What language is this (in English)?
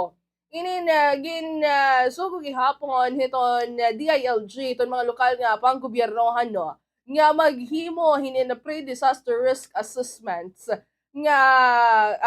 Waray